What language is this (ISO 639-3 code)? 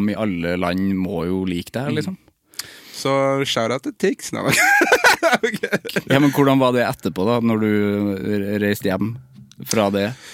nor